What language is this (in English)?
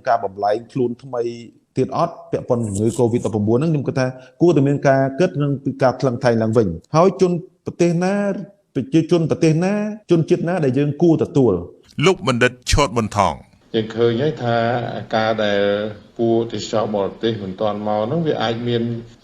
Khmer